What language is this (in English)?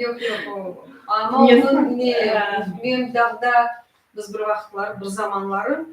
Crimean Tatar